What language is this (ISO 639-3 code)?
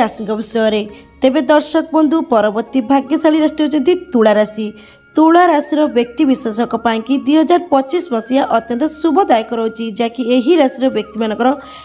ori